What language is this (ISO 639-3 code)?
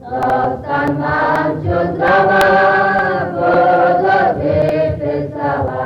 rue